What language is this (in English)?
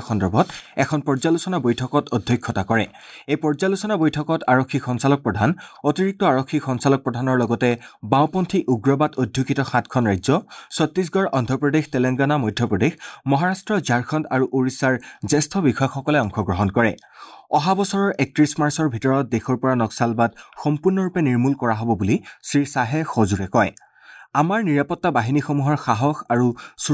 Assamese